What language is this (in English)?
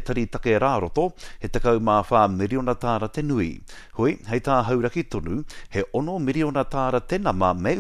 Māori